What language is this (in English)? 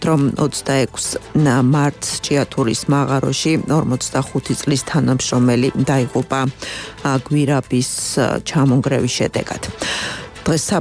Georgian